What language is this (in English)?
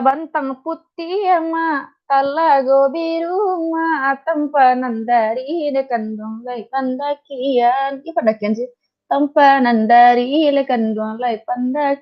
Minangkabau